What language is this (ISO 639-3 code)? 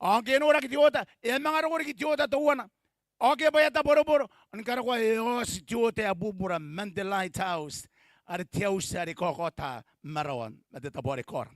gil